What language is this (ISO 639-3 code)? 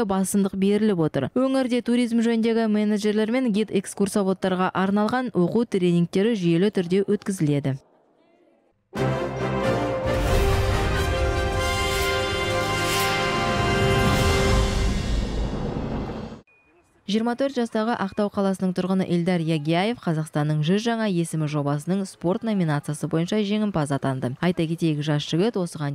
kaz